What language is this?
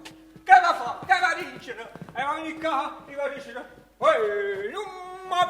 Neapolitan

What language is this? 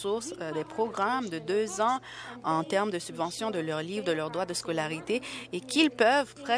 French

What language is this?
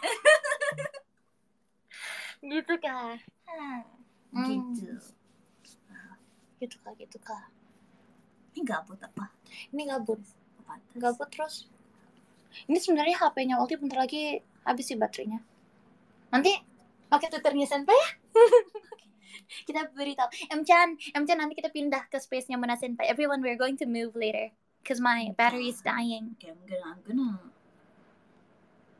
Indonesian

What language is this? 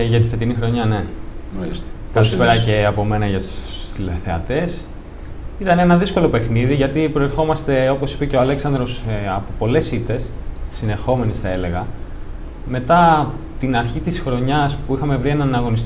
Greek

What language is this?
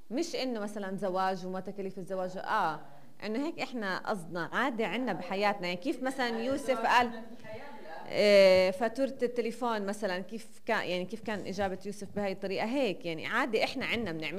North Levantine Arabic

